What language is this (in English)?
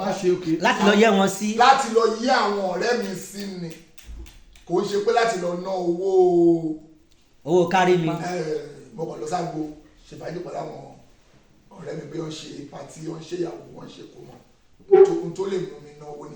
Yoruba